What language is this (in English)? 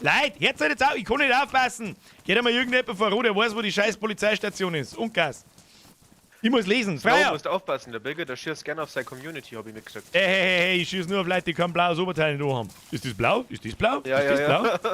Bavarian